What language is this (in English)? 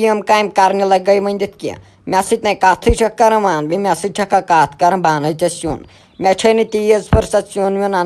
Kashmiri